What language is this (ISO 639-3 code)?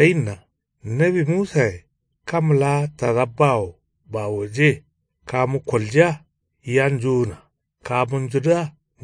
kau